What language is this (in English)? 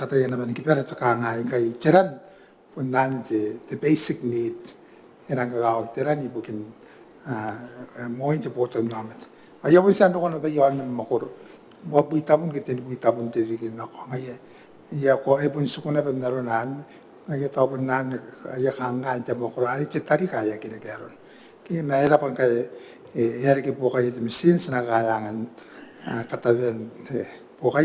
Gilbertese